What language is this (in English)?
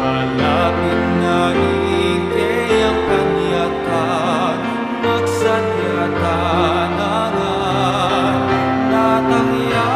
Pampanga